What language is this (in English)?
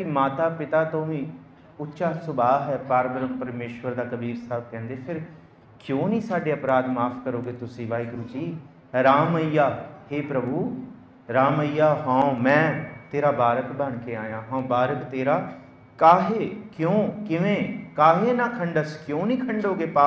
Punjabi